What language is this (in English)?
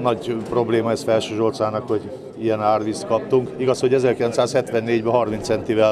Hungarian